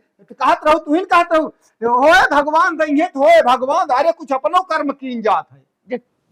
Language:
Awadhi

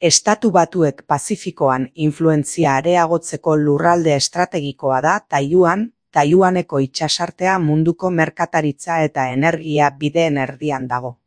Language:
Basque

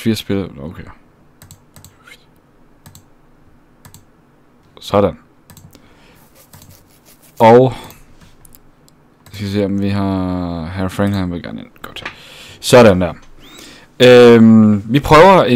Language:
Danish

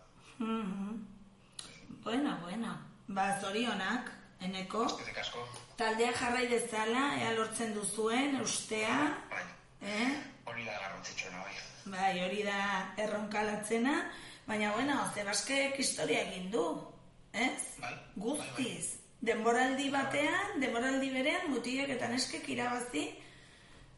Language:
Basque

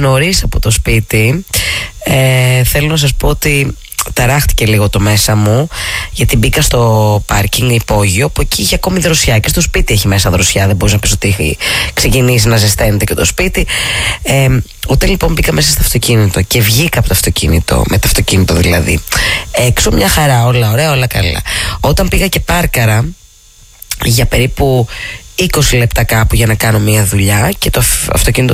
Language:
Greek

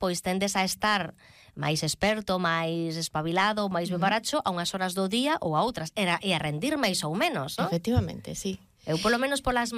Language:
Galician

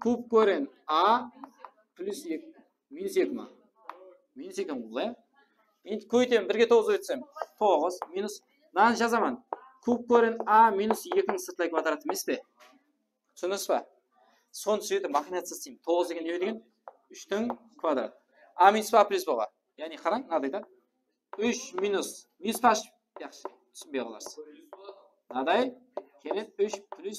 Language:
Kara-Kalpak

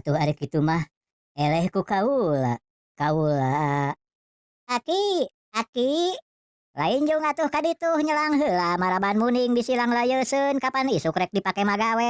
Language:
Sundanese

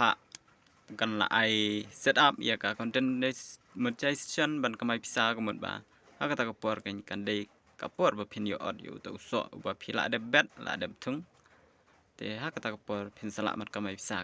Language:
Khasi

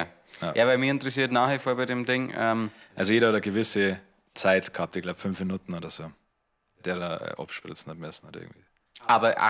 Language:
Bavarian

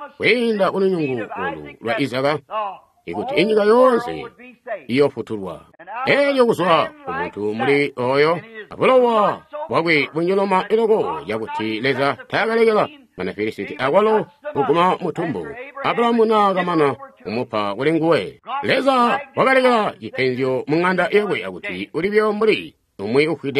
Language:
Tonga (Zambia)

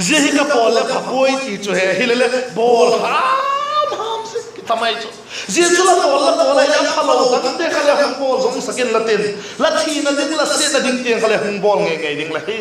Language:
Vaiphei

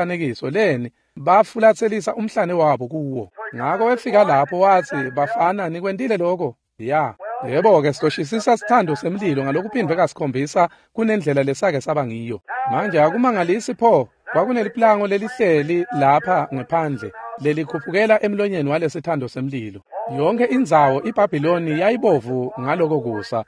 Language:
Swati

